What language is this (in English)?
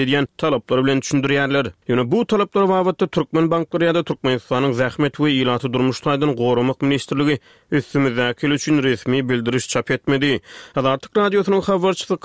Turkmen